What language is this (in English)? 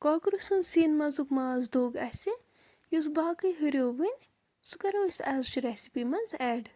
Kashmiri